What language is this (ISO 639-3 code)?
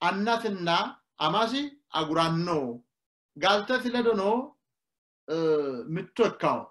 sid